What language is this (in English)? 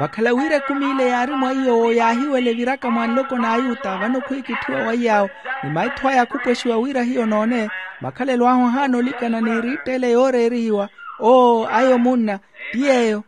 Makhuwa